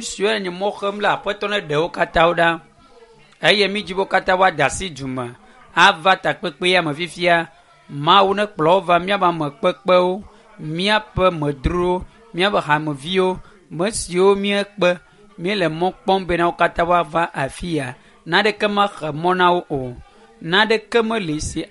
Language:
Ewe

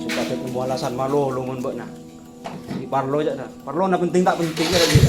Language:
Madurese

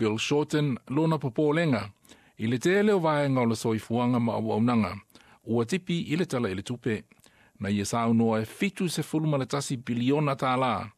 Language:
Samoan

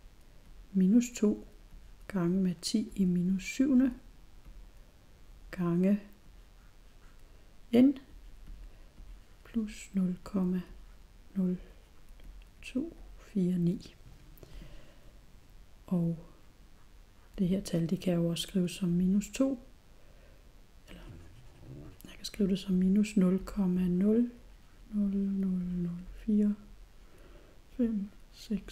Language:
Danish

